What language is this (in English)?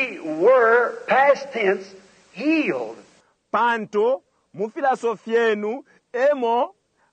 Bemba